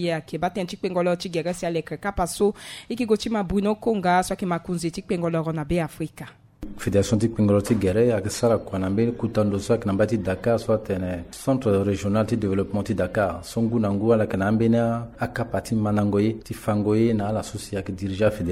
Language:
Sango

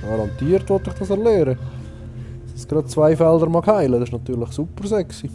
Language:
Swiss German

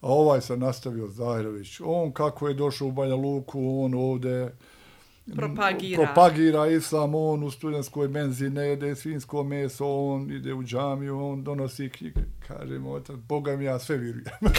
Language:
Serbian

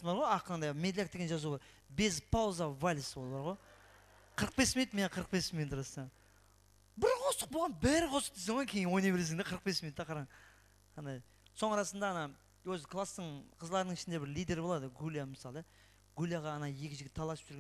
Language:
Kara-Kalpak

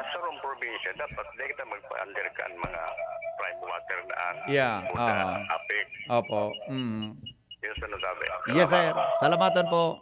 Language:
Bikol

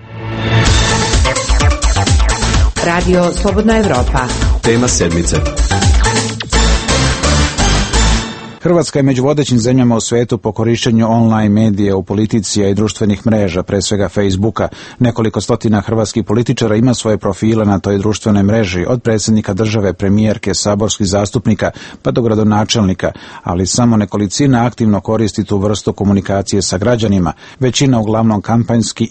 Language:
Croatian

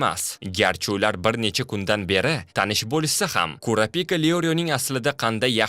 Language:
Uzbek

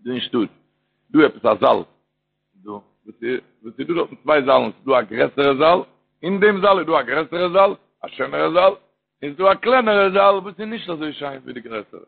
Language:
Yiddish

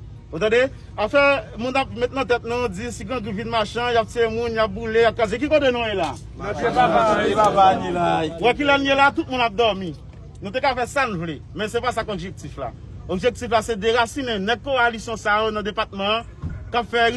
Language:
Haitian Creole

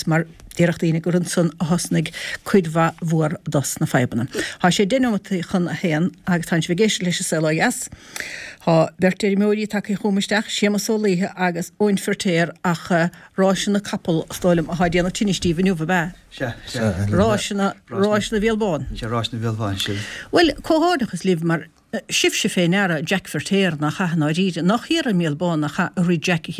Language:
Irish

